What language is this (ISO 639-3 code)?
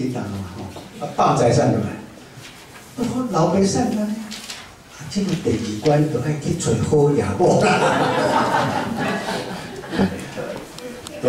nan